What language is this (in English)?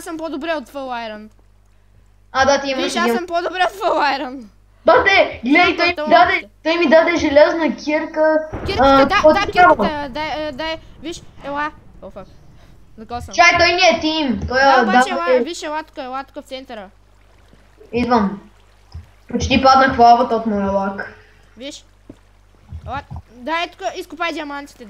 Bulgarian